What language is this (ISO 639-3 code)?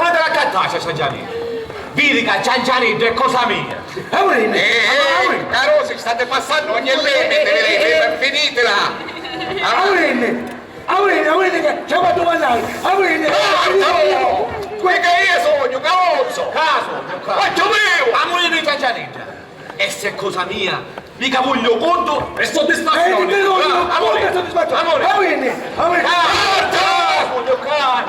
scn